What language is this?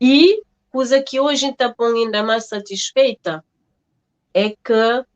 Kabuverdianu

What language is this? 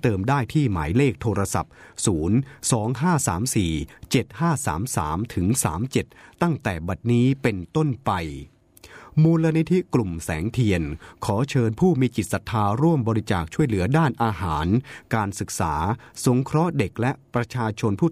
Thai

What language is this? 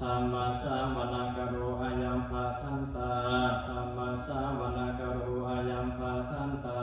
Pali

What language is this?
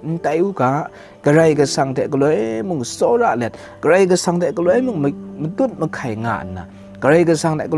Kachin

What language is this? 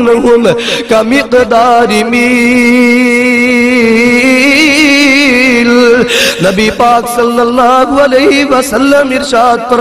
Urdu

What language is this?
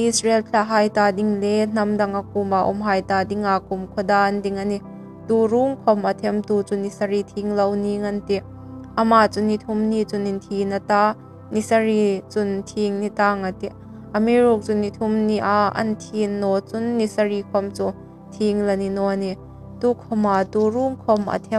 Hmar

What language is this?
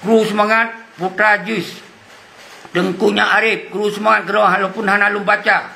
Achinese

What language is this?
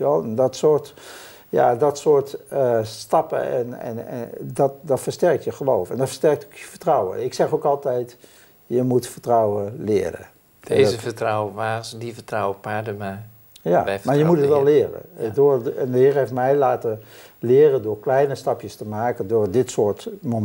Dutch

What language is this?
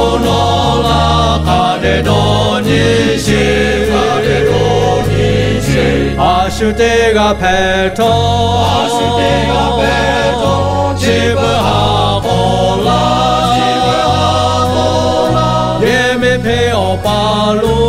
Lahu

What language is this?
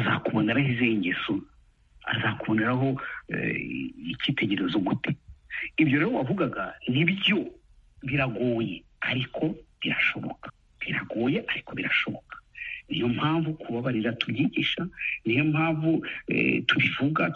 Kinyarwanda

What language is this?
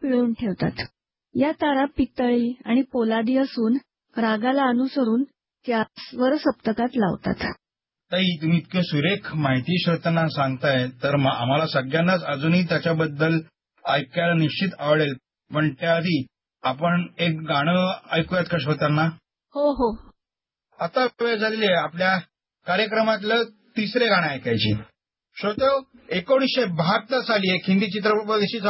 Marathi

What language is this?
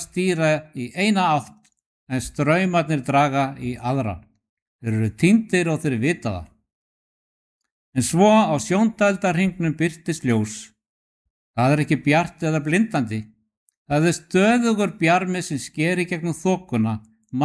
Icelandic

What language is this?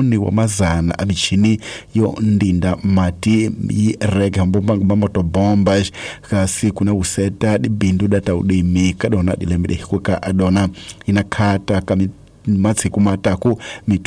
Tsonga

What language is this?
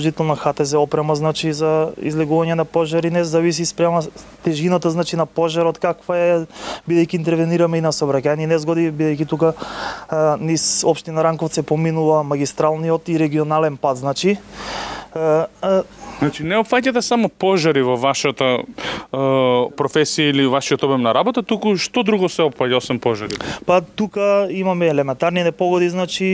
Macedonian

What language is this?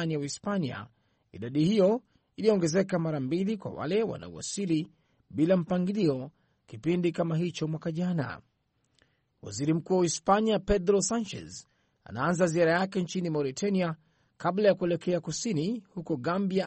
Swahili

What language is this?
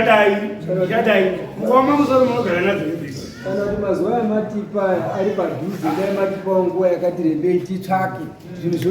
Shona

